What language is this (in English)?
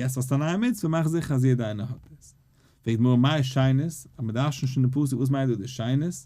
Yiddish